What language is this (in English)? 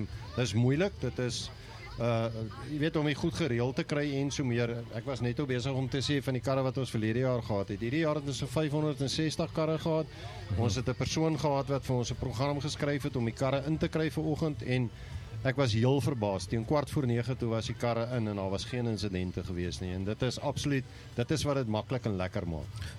Afrikaans